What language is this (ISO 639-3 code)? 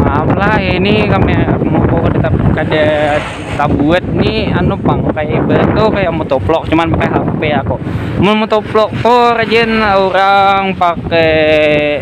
bjn